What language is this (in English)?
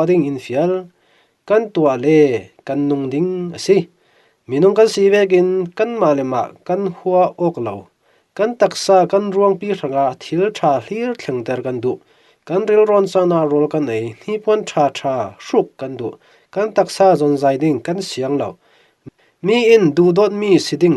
Falam Chin